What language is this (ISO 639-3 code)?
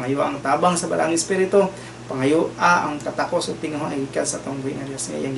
ceb